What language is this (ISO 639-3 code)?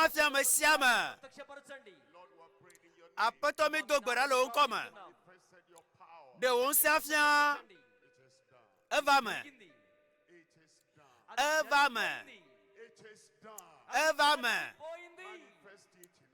ewe